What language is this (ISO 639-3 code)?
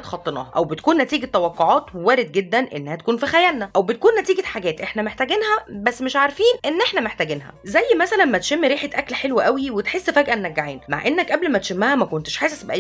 arz